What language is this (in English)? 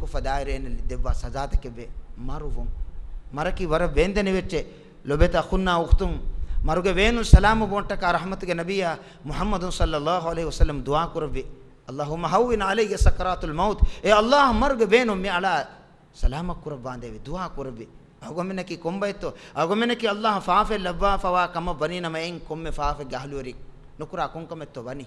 Divehi